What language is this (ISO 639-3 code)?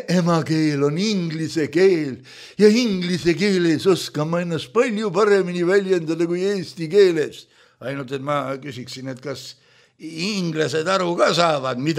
est